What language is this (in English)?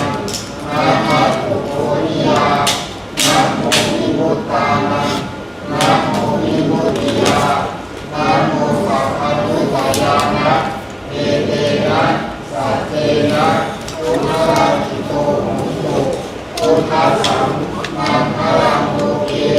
Northeastern Thai